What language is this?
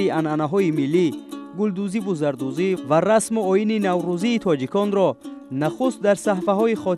Tajik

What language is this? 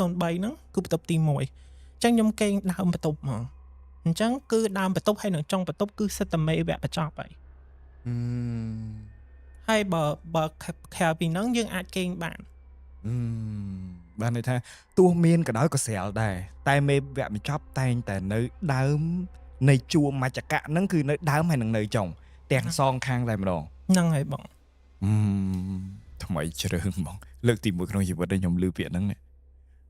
Khmer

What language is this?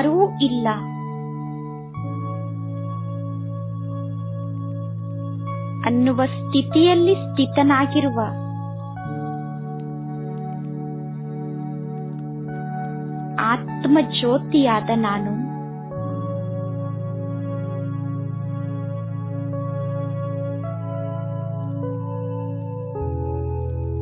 Kannada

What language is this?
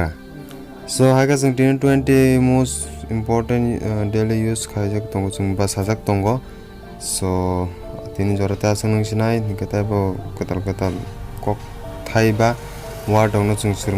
Kok Borok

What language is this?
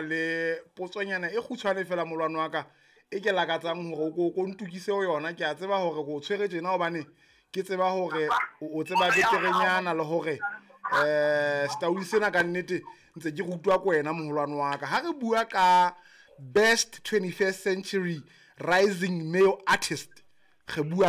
Southern Sotho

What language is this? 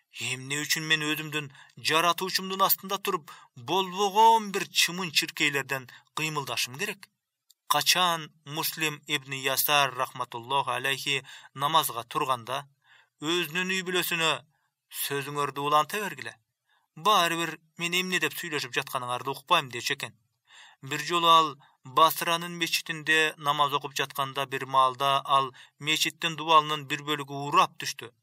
Kyrgyz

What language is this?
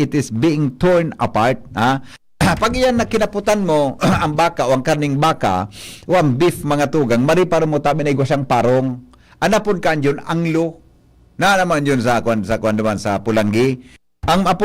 Bikol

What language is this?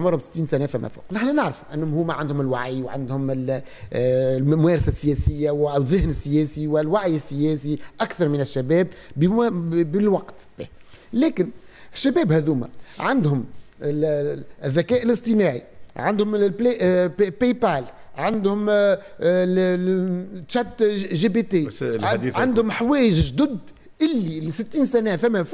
Tunisian Arabic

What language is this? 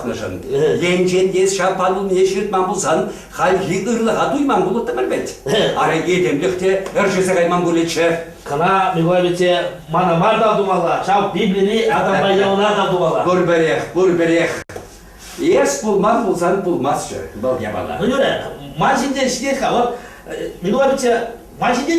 Chuvash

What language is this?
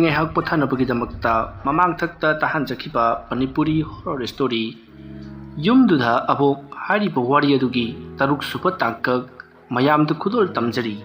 Manipuri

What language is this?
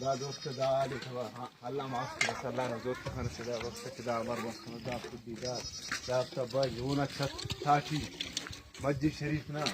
Brahui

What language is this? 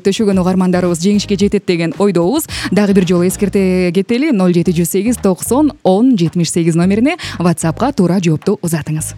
Kyrgyz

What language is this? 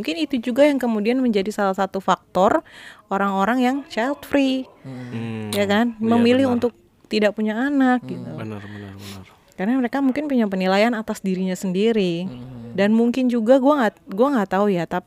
Indonesian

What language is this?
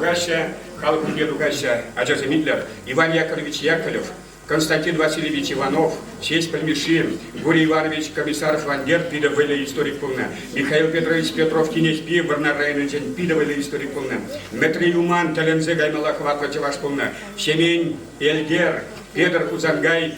Chuvash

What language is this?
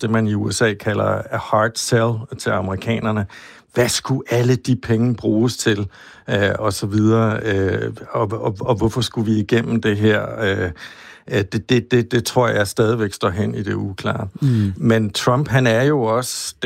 Danish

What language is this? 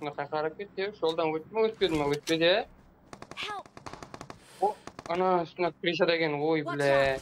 Kara-Kalpak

